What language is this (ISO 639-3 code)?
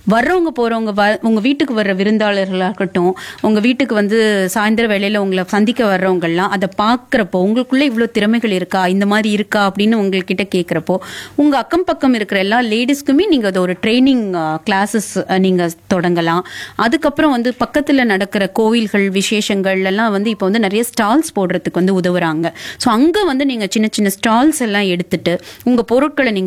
tam